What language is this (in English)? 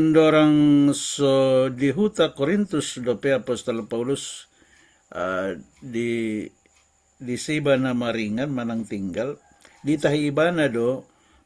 Batak Toba